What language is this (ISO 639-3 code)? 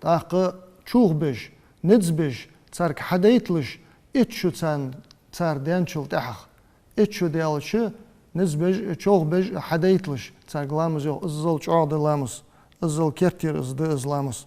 inh